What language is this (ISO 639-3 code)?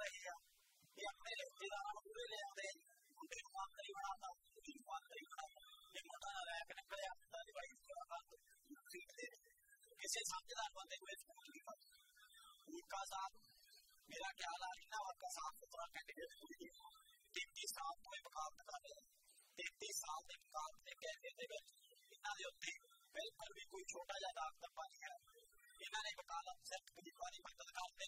pan